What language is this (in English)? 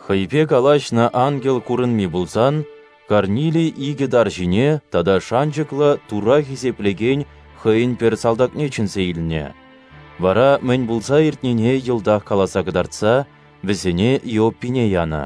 Chuvash